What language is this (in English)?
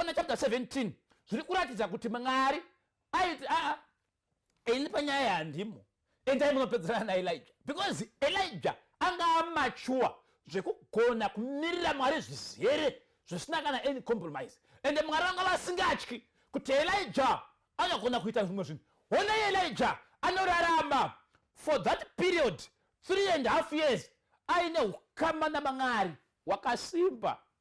Shona